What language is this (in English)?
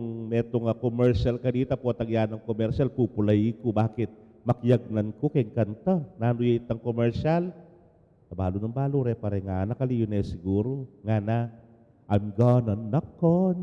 Pampanga